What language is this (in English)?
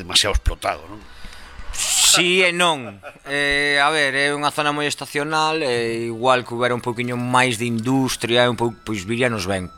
Galician